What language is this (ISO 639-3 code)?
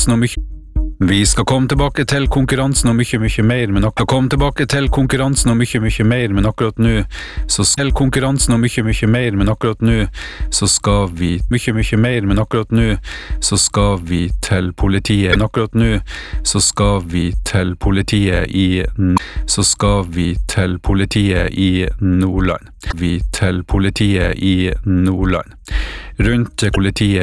nor